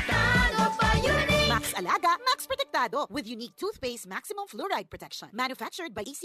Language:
Bikol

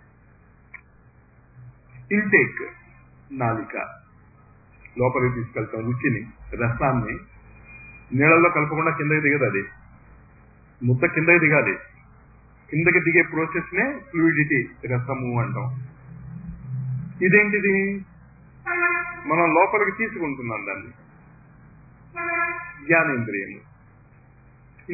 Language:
Telugu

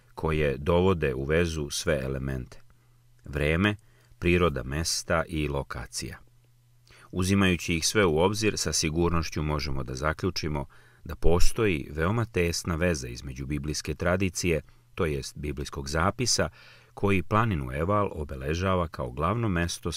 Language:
Serbian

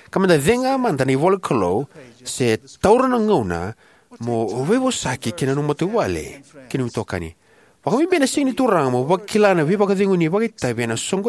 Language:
Fijian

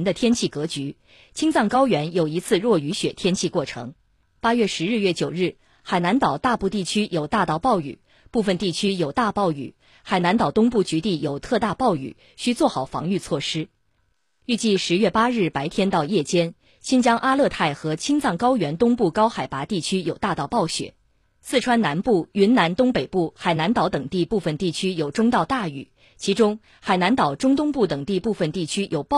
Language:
Chinese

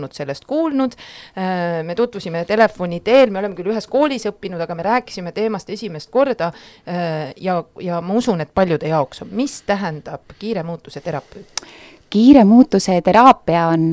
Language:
Estonian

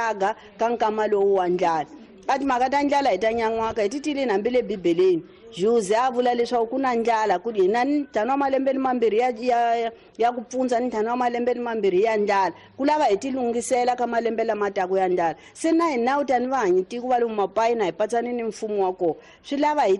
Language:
Tsonga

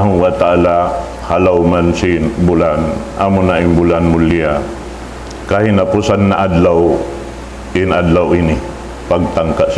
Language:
Tausug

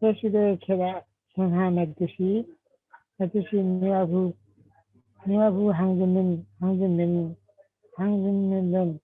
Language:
Limbu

